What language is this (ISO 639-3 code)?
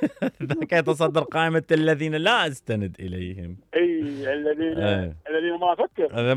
acm